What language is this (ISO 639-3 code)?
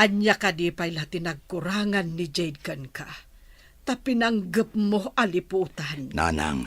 ilo